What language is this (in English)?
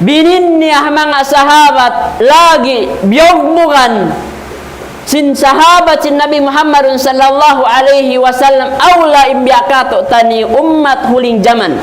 Tausug